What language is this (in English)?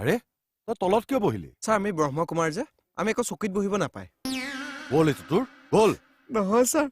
Assamese